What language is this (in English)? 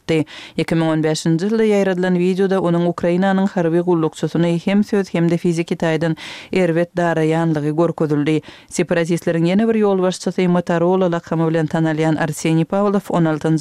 Kyrgyz